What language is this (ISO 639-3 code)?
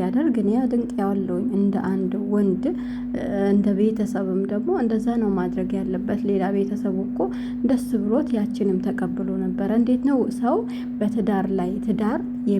amh